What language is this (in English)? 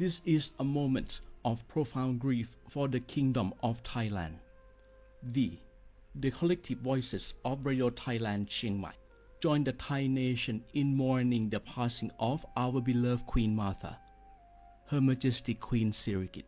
Lahu